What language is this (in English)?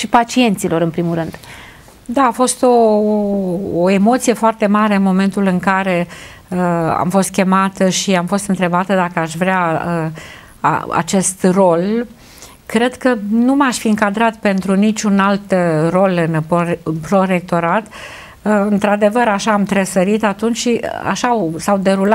Romanian